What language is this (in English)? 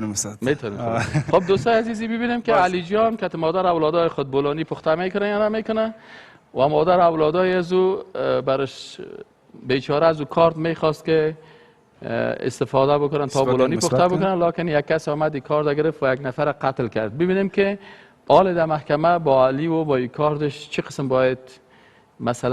Persian